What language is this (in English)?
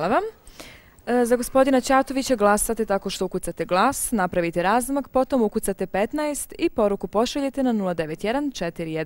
Bosnian